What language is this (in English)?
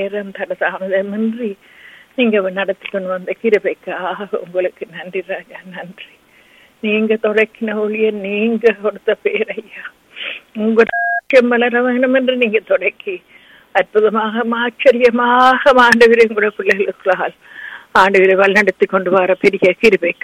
Tamil